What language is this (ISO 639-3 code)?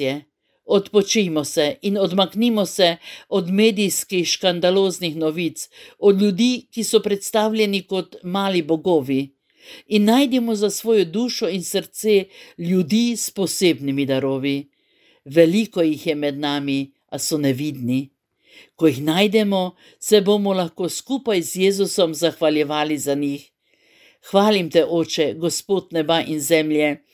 slv